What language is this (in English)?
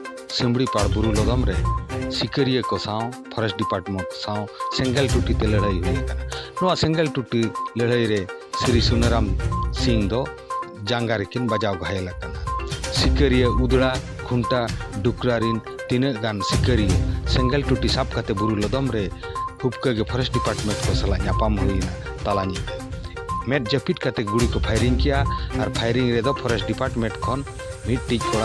Santali